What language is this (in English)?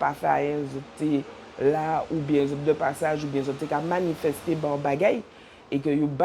Guadeloupean Creole French